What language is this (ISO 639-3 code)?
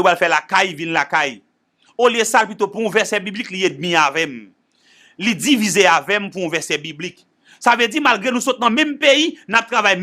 hat